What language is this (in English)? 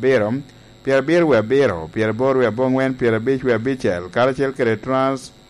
Lango (Uganda)